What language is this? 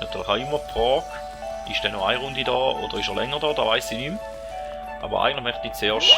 Swiss German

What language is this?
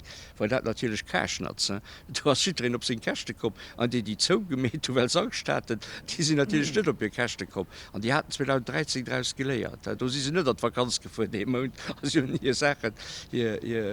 Luxembourgish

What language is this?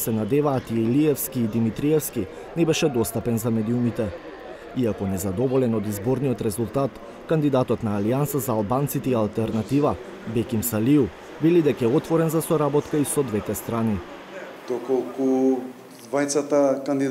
Macedonian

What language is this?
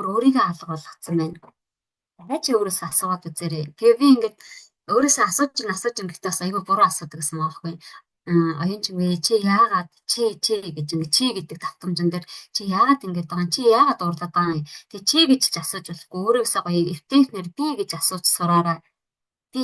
Mongolian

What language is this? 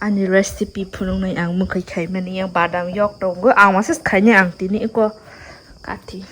Kok Borok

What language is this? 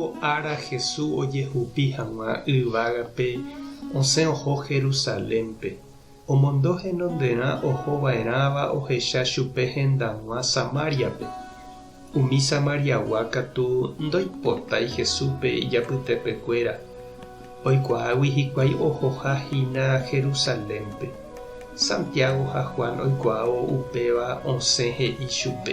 Guarani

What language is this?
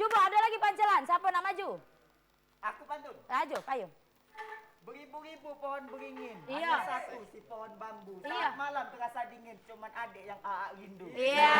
Musi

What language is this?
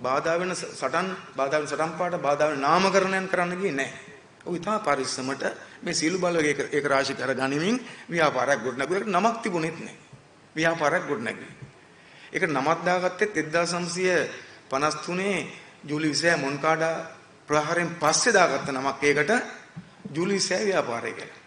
Sinhala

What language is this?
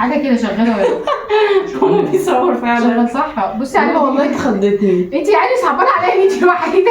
Egyptian Arabic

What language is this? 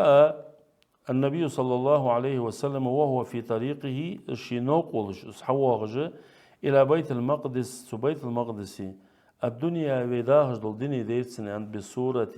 Ingush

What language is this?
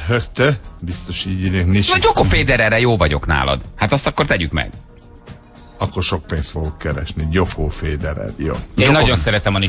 Hungarian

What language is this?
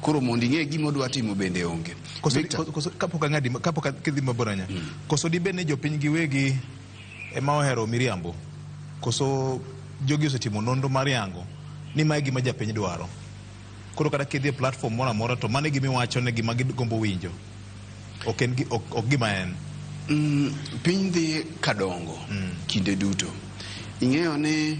Luo (Kenya and Tanzania)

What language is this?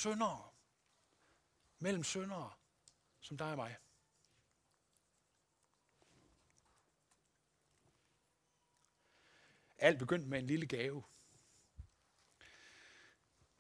Danish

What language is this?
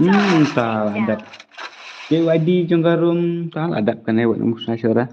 Khasi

